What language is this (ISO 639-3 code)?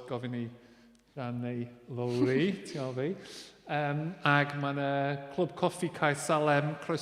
cym